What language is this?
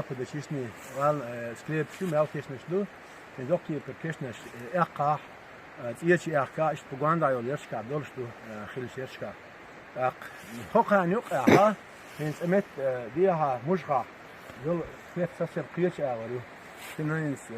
Chechen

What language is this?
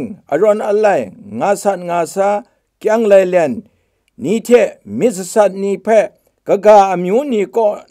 Kachin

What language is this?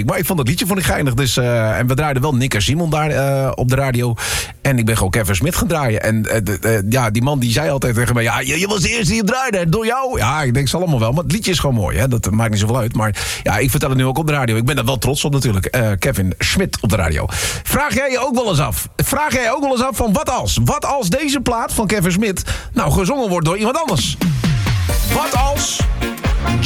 Dutch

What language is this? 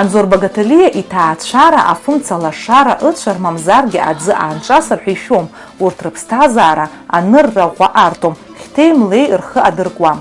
Abkhazian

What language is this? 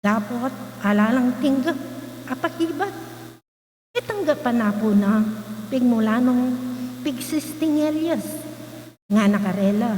Pampanga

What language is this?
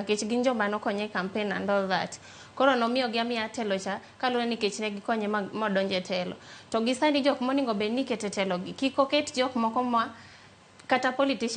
Luo (Kenya and Tanzania)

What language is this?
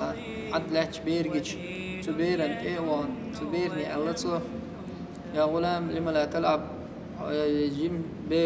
Chechen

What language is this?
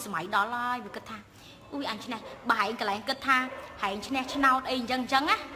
Khmer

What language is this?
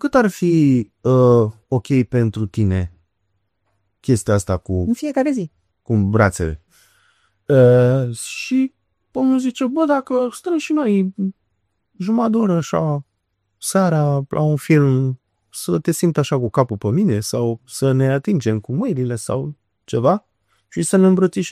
Romanian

